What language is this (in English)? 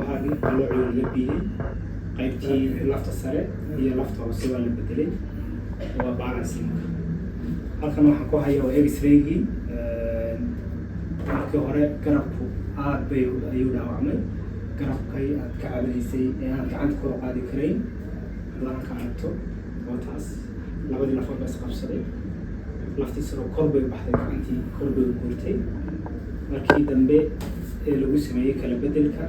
Somali